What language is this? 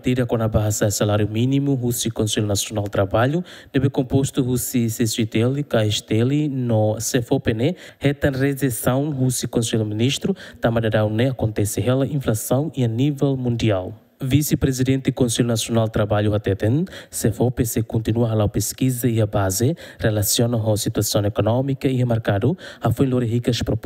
Tetum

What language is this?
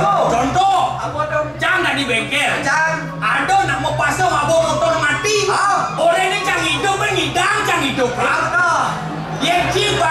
Balinese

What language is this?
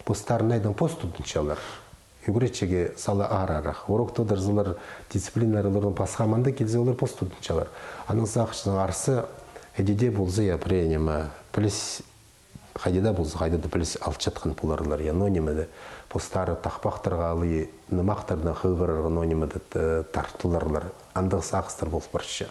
Khakas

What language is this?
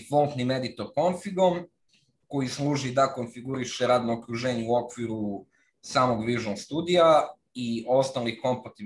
Serbian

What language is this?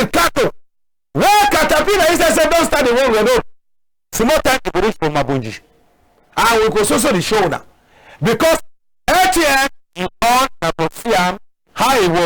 Cameroon Pidgin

